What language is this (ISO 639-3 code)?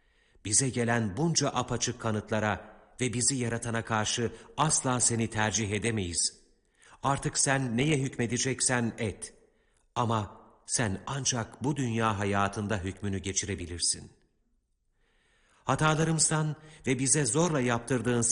tur